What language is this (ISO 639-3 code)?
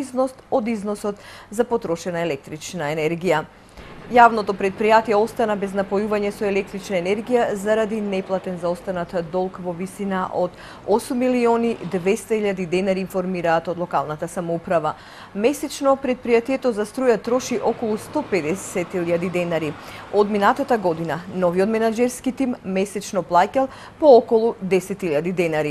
mkd